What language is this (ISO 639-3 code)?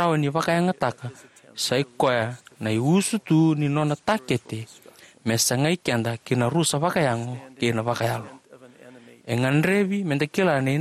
fij